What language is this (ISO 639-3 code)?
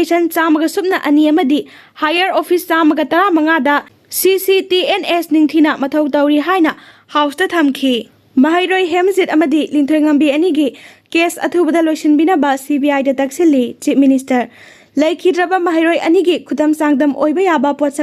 mni